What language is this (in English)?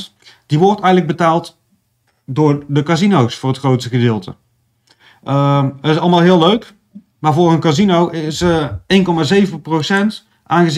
Dutch